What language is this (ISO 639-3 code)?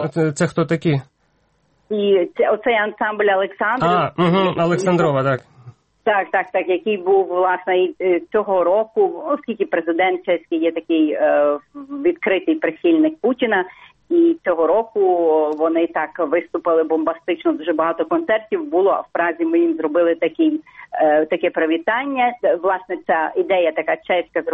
ukr